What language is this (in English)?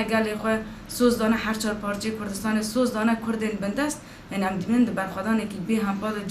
Kurdish